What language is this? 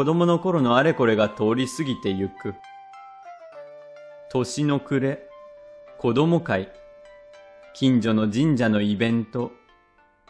Japanese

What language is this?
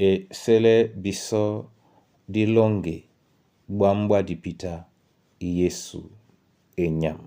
Duala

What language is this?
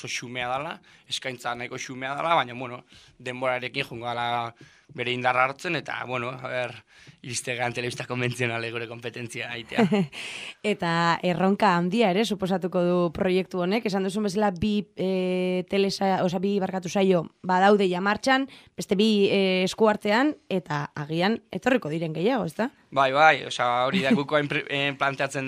Basque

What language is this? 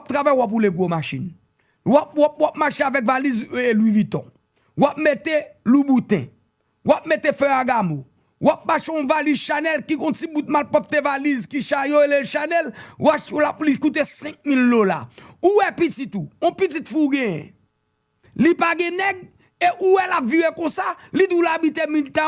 Haitian Creole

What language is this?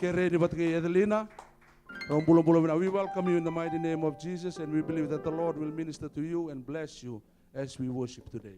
Fijian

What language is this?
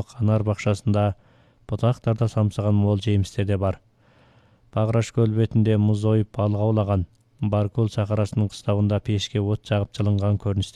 Kazakh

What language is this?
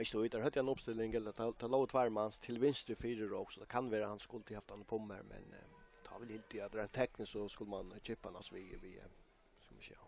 Faroese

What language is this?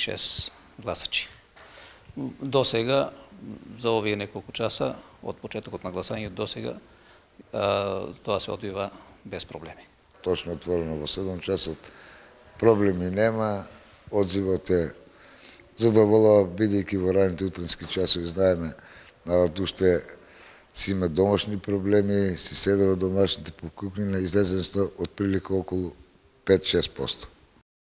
Macedonian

